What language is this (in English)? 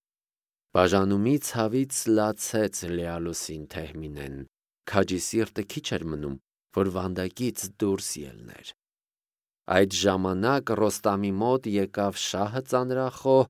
Armenian